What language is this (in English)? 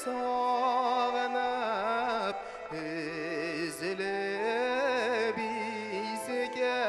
Bashkir